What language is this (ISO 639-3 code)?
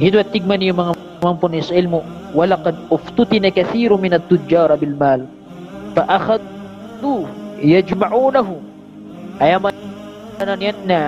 mrw